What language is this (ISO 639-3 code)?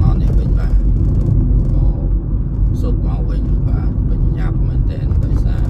khm